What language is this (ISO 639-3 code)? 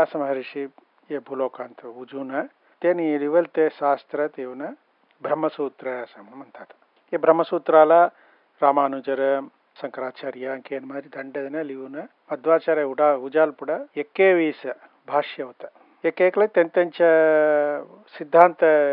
mar